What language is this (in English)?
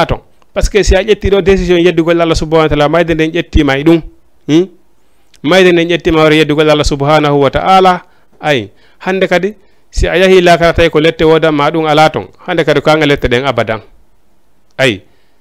Fula